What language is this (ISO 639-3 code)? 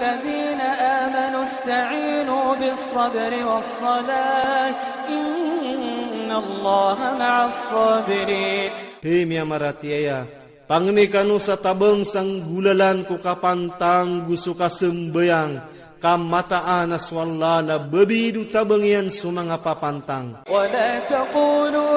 ilp